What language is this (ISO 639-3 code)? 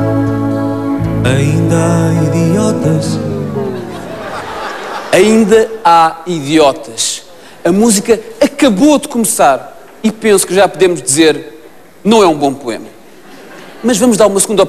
por